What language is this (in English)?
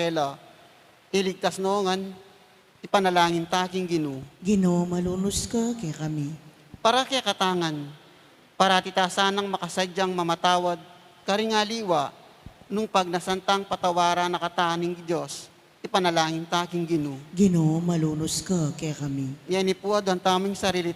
Pampanga